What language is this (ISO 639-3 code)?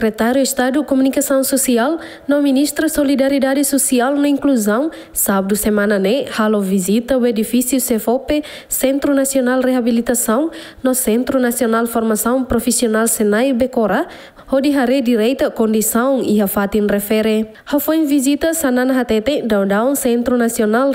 tet